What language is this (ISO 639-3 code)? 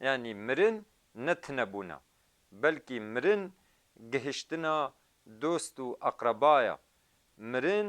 kur